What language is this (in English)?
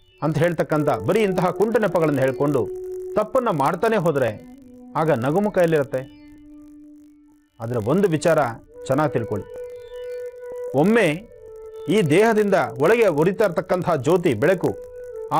Kannada